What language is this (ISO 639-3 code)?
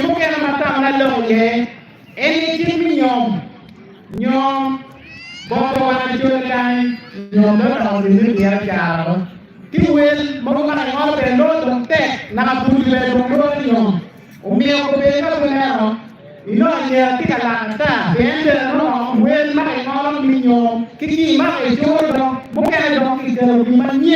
ach